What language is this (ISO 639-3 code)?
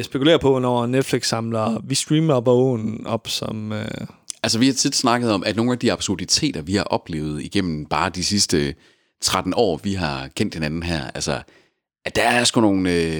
dan